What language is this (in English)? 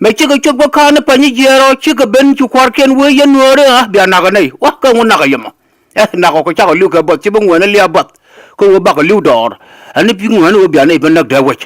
Nuer